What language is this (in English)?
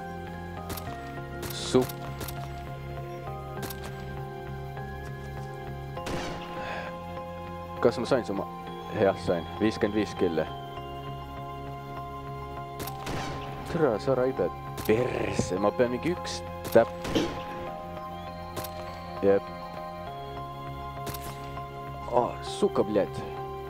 Estonian